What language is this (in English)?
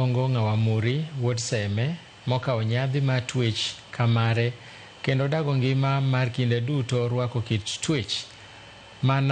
Luo (Kenya and Tanzania)